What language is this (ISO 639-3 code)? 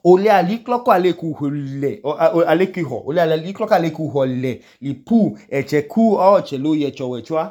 idu